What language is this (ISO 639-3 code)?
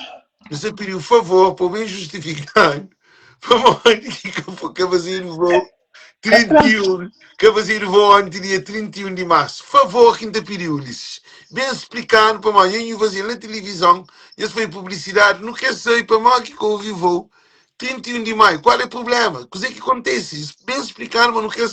kea